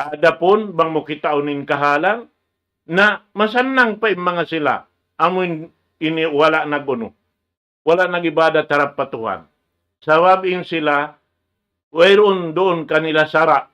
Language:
Tausug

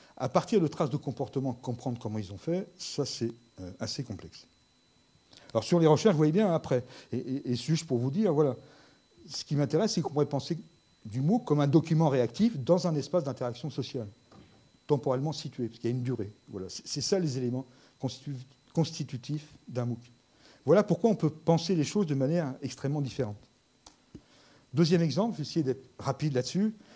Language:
French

